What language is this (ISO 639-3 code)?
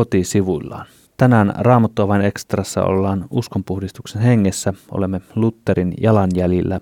fin